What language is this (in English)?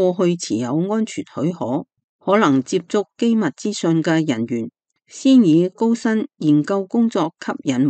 Cantonese